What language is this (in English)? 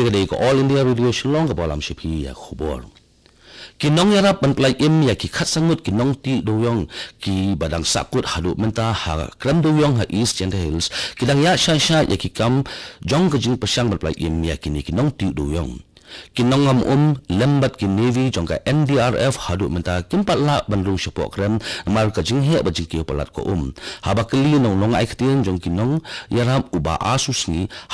Khasi